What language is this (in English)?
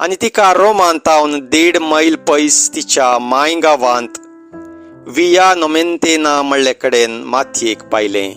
Konkani